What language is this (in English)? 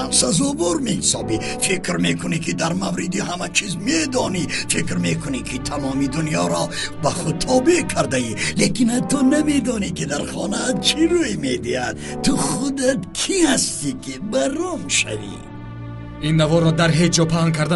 Tajik